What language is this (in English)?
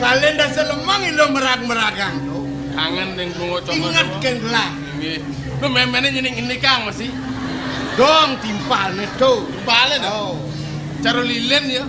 Balinese